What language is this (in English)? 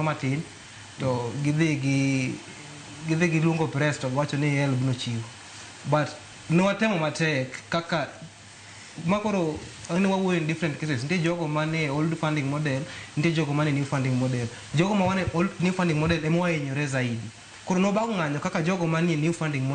Luo (Kenya and Tanzania)